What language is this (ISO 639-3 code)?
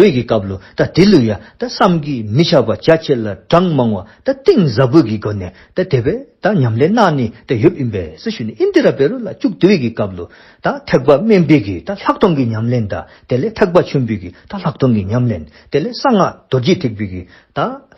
dzo